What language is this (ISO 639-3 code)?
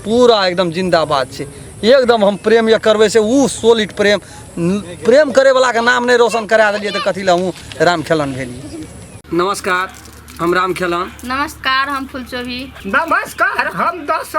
mai